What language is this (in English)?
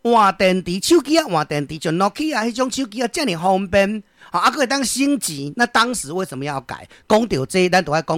Min Nan Chinese